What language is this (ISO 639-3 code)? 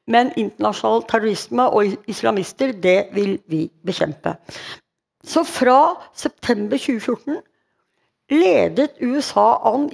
nor